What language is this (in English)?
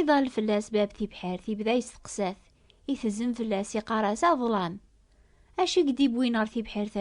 Kabyle